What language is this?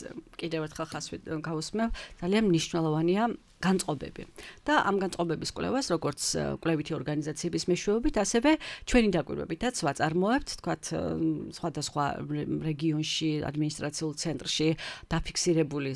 Georgian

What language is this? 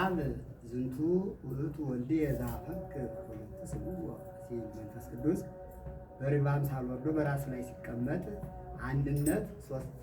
Amharic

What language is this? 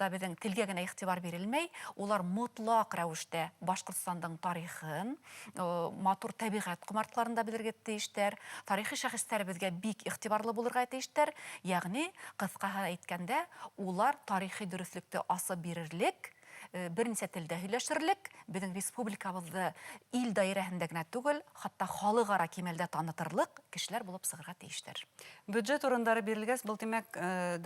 Bashkir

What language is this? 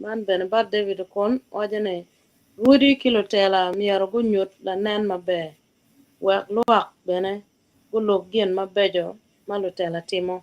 Acoli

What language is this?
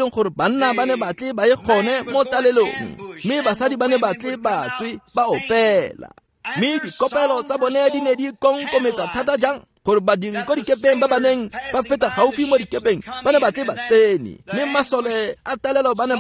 Tswana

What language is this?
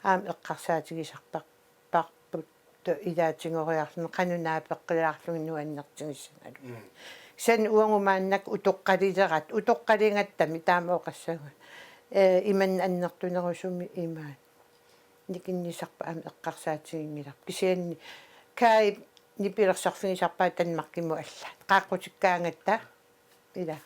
Kalaallisut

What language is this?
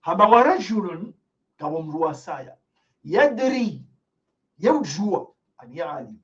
Ngazidja Comorian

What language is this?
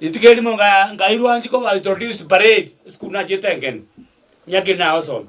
Gusii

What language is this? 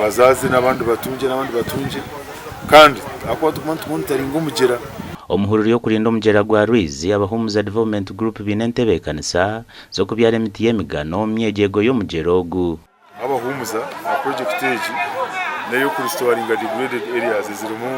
Nyankole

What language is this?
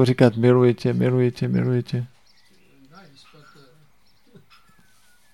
Czech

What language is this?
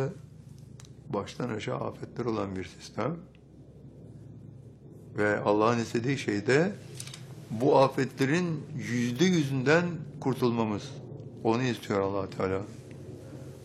Turkish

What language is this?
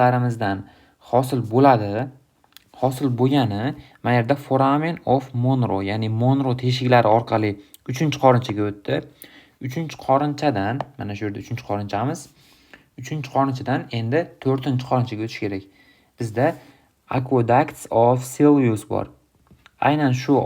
Uzbek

